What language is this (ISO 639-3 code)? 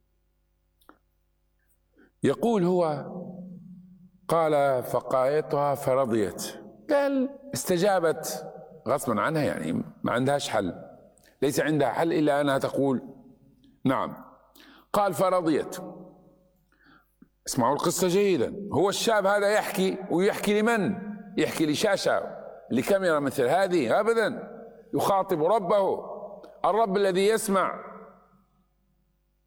ara